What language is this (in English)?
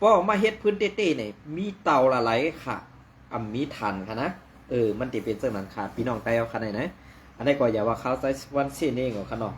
Shan